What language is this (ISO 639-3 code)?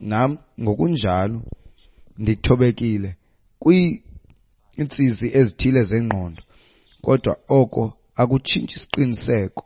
xho